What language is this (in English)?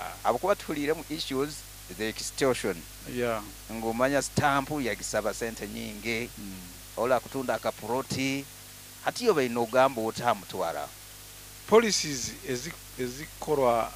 Nyoro